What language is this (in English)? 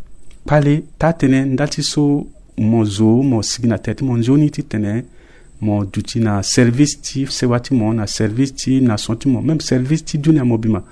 Sango